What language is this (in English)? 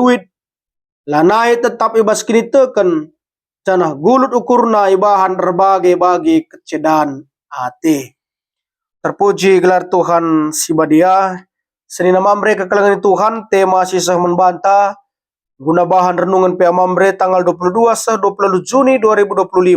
Batak Karo